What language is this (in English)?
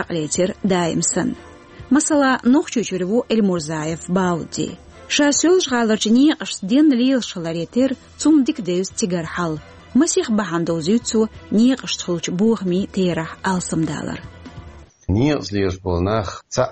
Chechen